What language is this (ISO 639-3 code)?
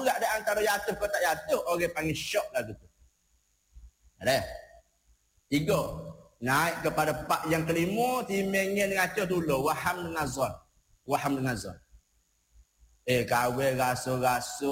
msa